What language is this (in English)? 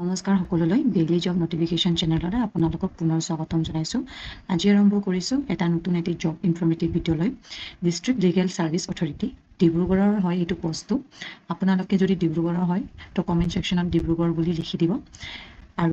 Assamese